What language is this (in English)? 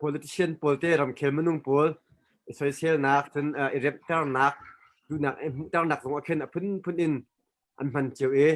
Hakha Chin